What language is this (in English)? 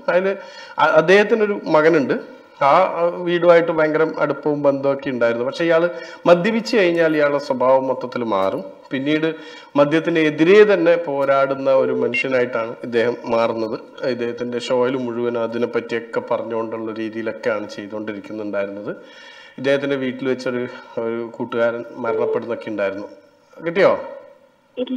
Malayalam